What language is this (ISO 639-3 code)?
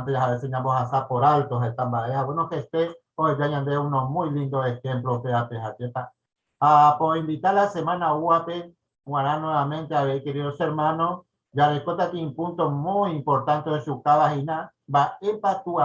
grn